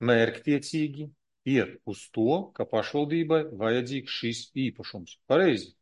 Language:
Latvian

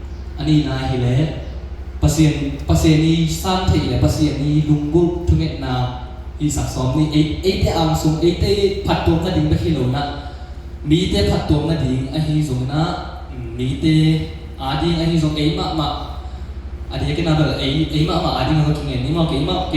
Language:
Tedim Chin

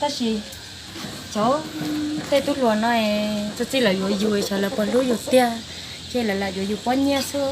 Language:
Hmong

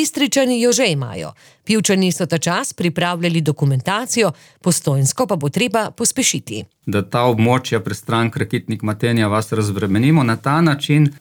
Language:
Slovenian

